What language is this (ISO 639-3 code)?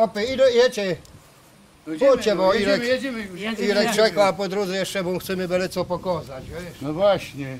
szl